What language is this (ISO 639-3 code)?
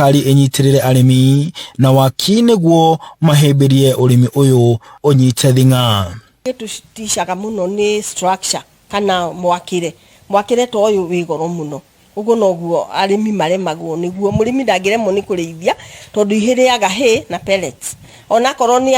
kik